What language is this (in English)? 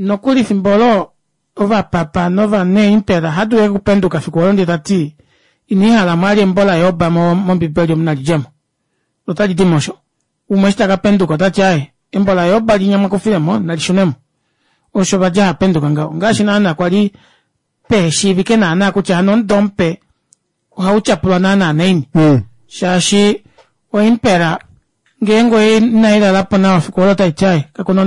Kuanyama